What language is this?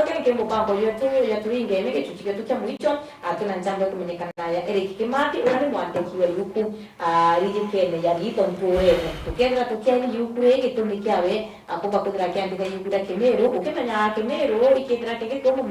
Meru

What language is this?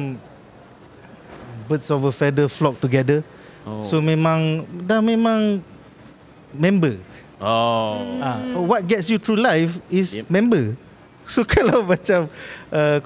Malay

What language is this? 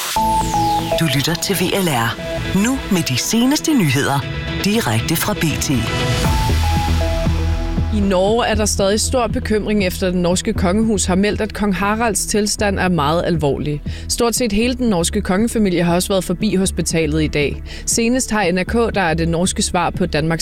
Danish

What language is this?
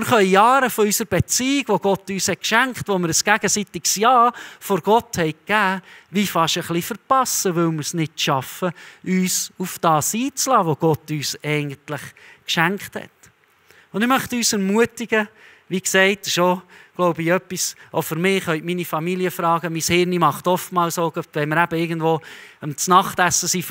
Swiss German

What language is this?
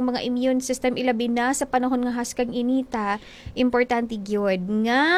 Cebuano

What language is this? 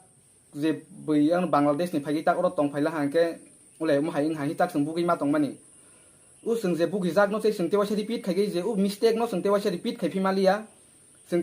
Kok Borok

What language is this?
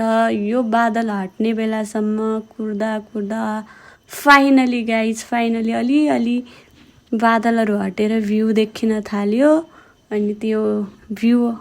Nepali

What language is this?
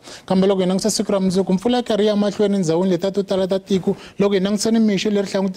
Tsonga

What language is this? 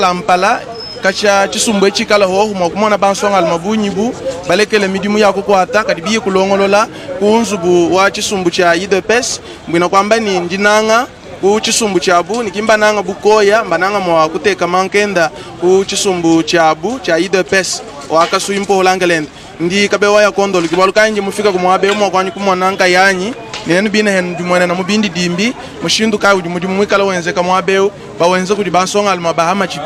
Luba-Lulua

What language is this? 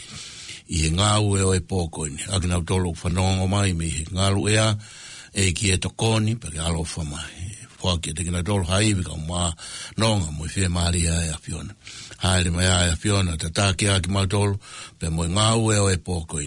Tongan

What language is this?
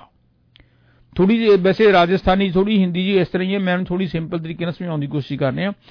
Punjabi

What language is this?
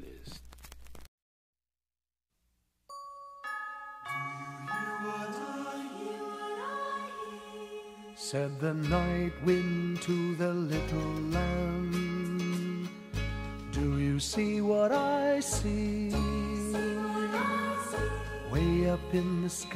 English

